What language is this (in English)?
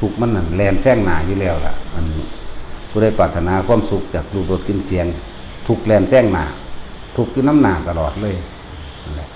Northeastern Thai